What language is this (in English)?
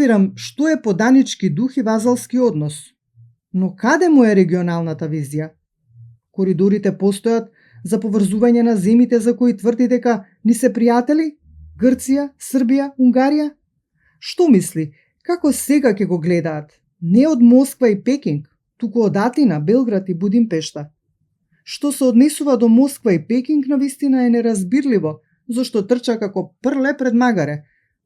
Macedonian